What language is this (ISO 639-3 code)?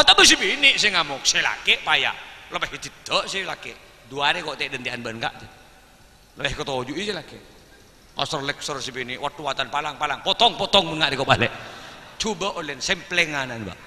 mad